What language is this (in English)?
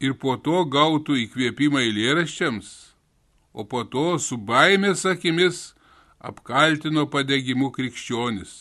Lithuanian